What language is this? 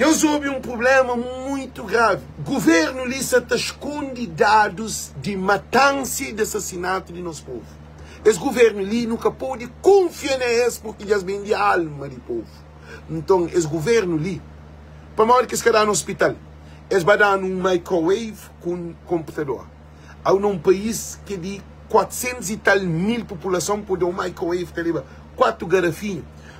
Kabuverdianu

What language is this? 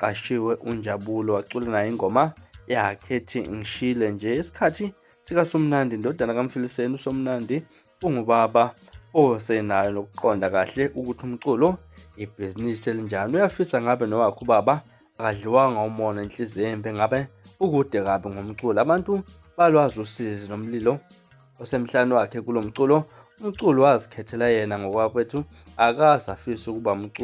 Zulu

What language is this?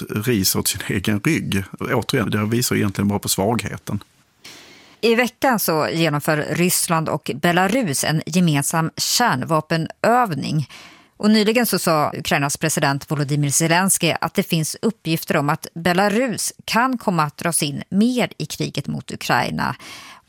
Swedish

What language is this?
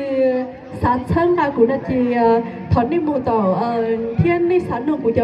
Hmong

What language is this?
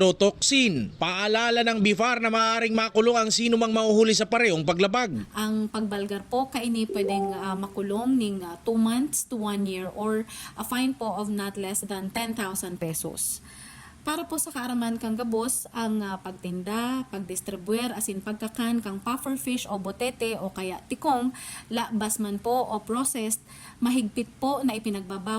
Bikol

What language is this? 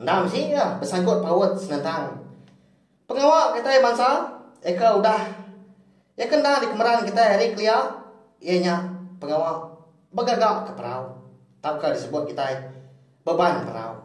Iban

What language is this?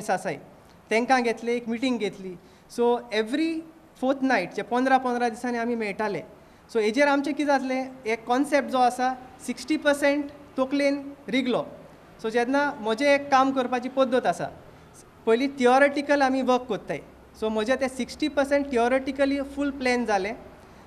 Konkani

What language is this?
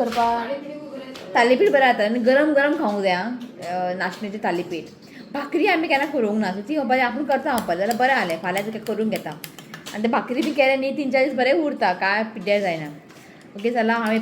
Konkani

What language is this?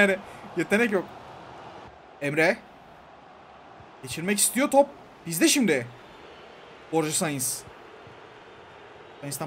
Turkish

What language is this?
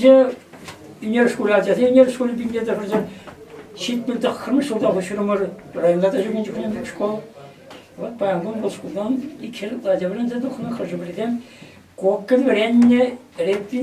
Chuvash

